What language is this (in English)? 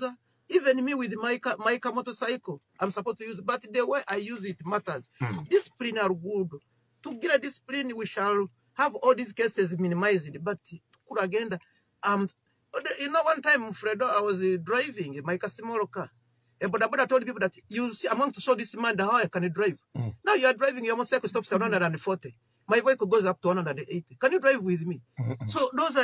Nyoro